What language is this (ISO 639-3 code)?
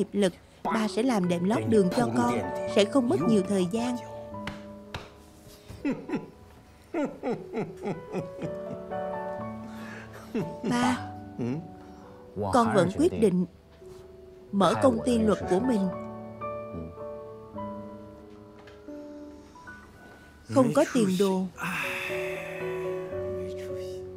vie